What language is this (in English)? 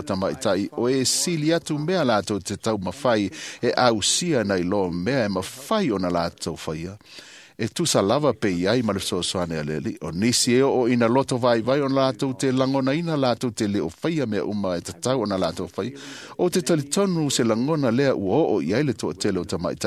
Samoan